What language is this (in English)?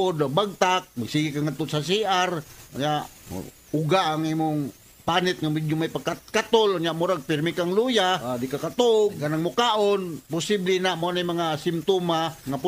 Cebuano